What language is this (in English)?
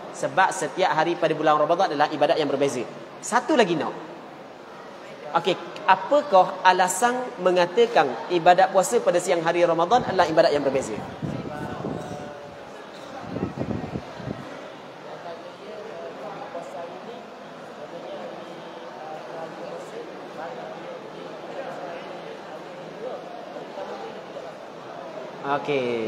Malay